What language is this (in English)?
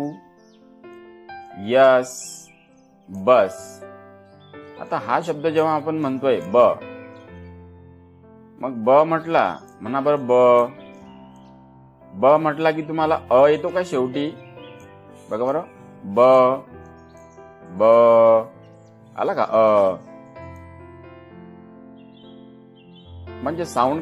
Marathi